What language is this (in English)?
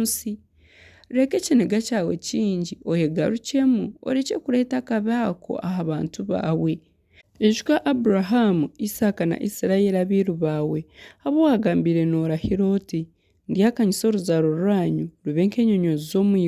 Nyankole